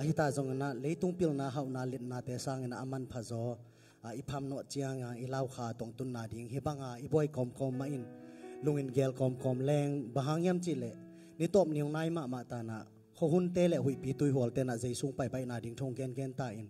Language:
Tedim Chin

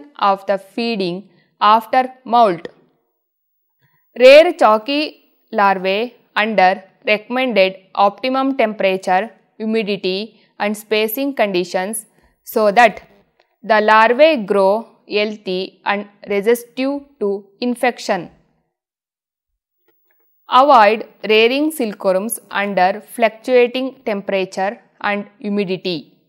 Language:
English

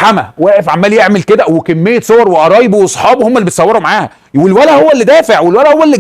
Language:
Egyptian Arabic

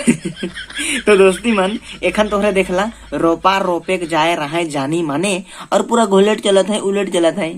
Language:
Sadri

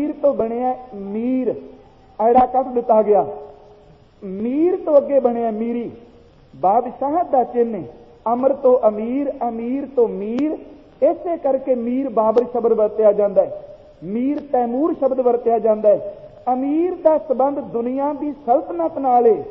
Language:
Punjabi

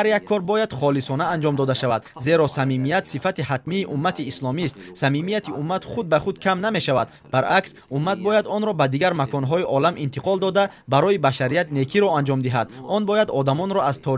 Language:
Tajik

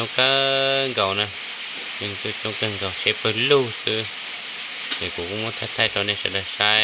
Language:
Hmong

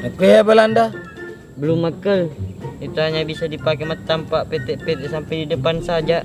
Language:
Buginese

